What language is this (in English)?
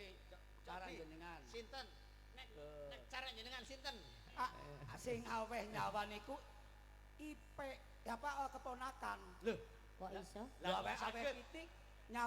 Javanese